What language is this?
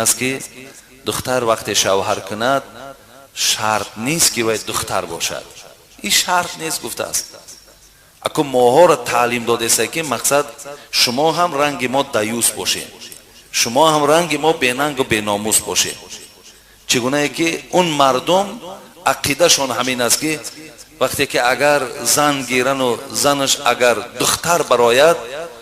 Tajik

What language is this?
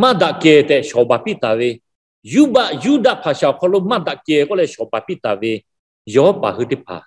Lahu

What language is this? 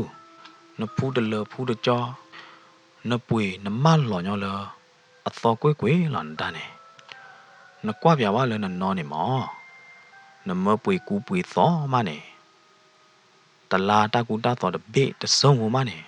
S'gaw Karen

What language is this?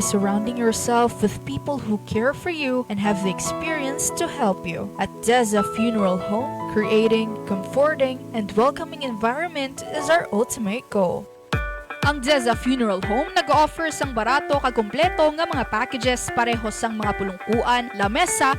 Hiligaynon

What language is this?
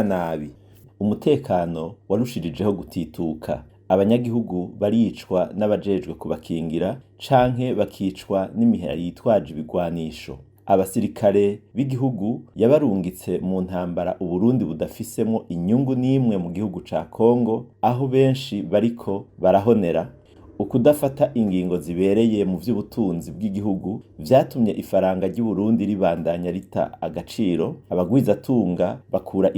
Rundi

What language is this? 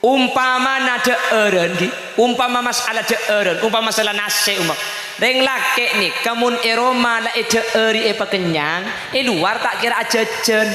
Madurese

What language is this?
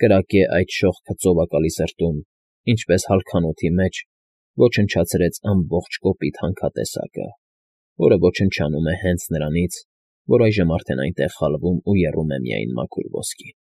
Armenian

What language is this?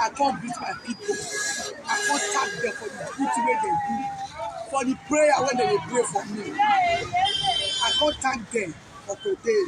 Nigerian Pidgin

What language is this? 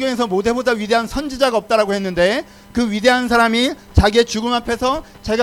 Korean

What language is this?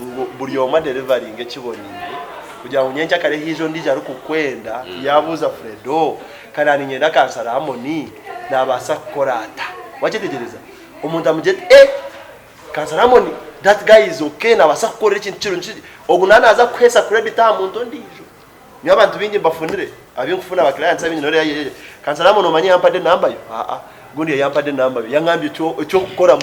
Nyankole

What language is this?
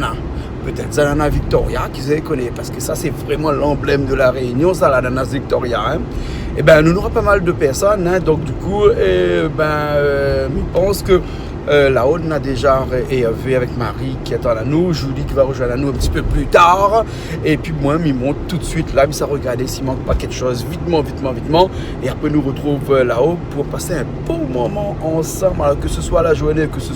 Réunion Creole French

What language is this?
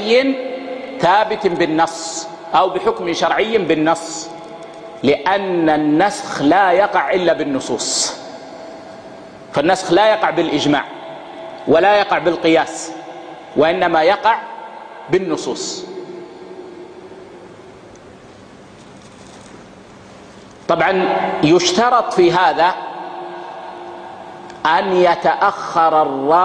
Arabic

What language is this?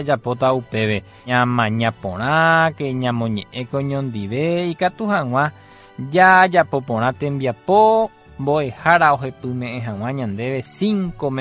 Guarani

